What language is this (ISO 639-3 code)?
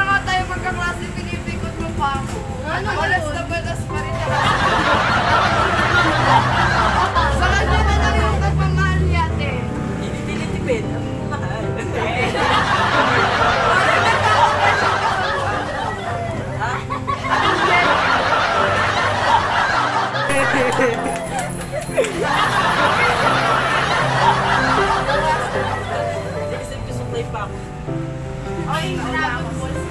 fil